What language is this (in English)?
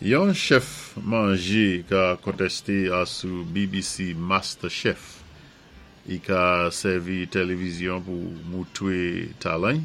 Saint Lucian Creole French